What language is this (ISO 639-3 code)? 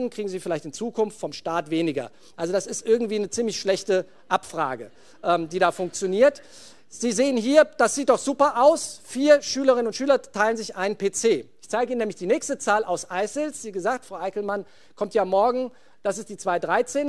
deu